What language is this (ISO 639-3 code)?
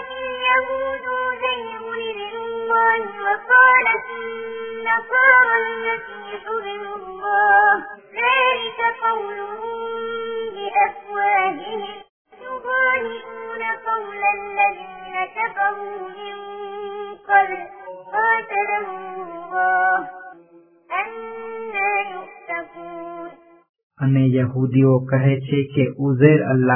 guj